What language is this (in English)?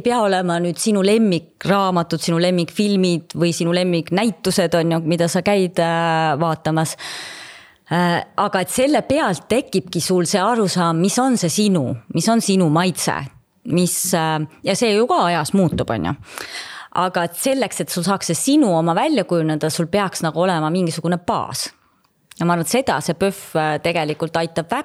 Estonian